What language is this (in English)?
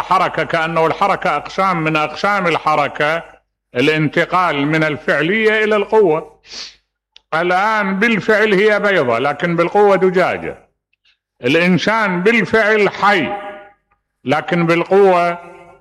Mesopotamian Arabic